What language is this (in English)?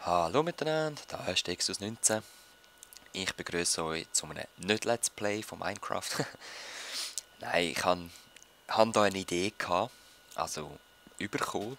Swiss German